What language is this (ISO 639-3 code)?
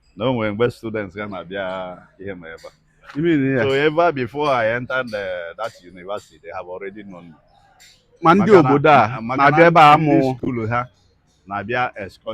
ibo